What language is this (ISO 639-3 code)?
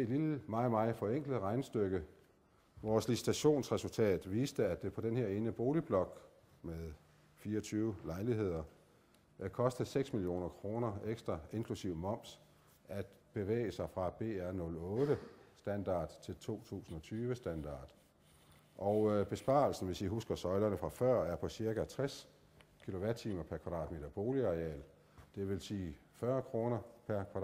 dan